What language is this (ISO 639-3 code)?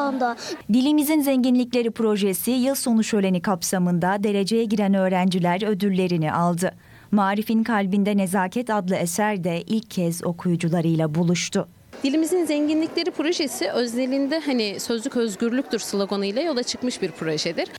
tur